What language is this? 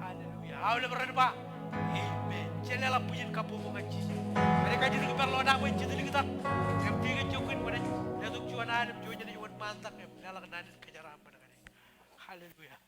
Marshallese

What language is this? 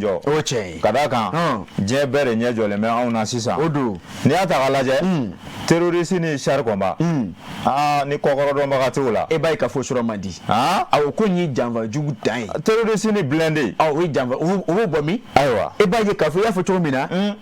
Bambara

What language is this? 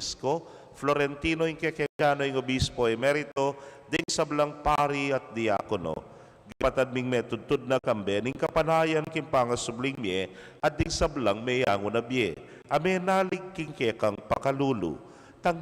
Pampanga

